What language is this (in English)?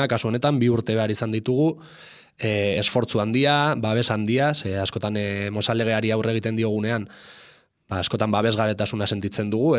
Basque